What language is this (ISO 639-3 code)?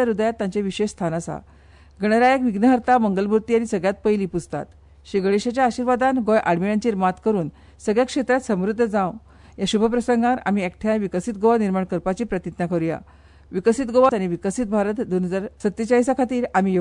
kok